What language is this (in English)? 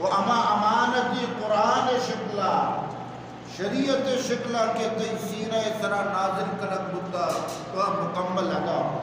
Eastern Balochi